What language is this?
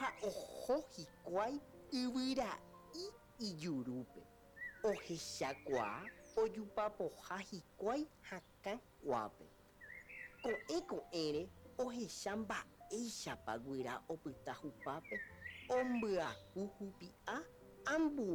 Guarani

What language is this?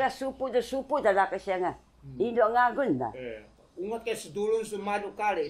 Taroko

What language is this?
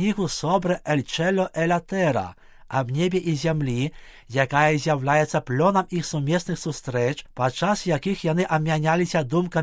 Belarusian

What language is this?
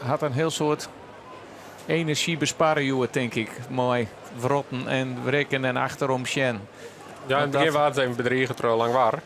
Western Frisian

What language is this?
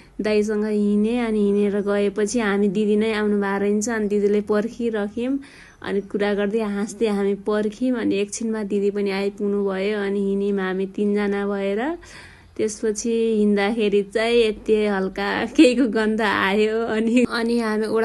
Nepali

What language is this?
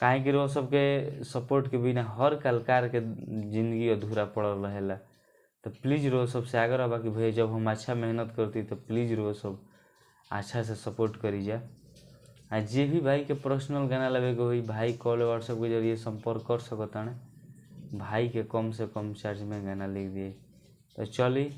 Bhojpuri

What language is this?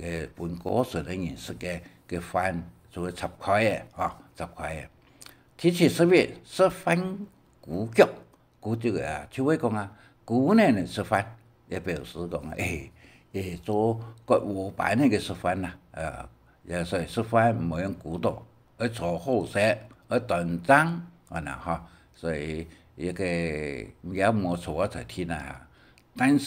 Hakka Chinese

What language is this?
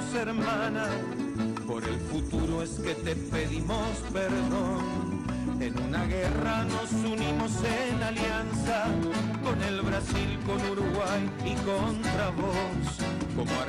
Guarani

